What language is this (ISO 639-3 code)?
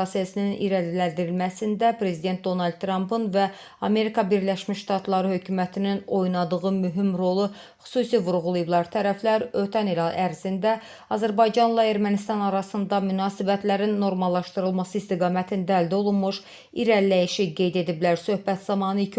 aze